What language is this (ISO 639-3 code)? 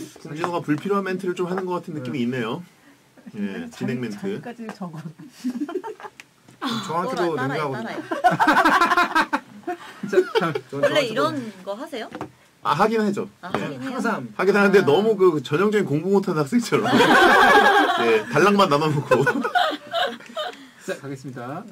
kor